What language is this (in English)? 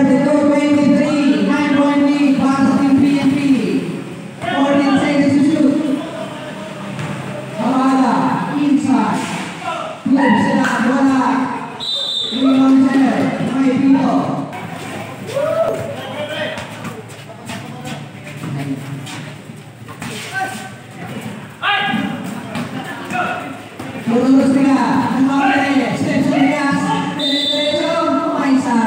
Filipino